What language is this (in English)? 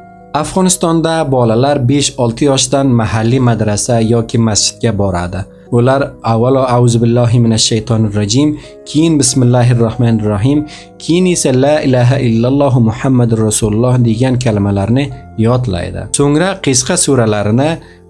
Uzbek